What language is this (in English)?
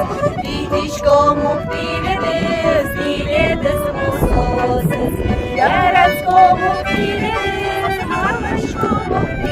Udmurt